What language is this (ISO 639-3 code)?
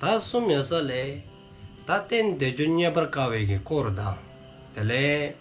dzo